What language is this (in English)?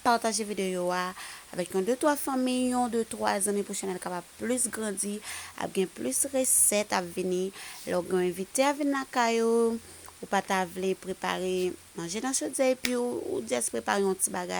Haitian Creole